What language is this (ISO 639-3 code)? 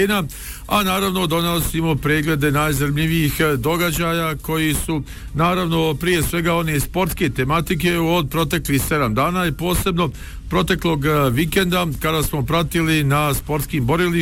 bos